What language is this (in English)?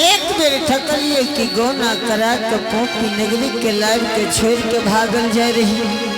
Angika